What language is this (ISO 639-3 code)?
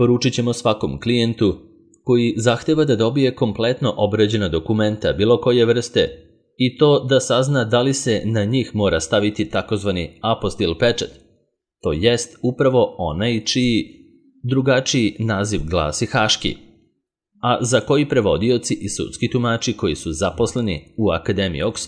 srp